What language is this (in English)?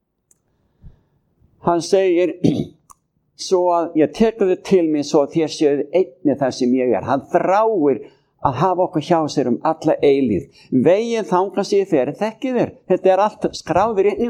Icelandic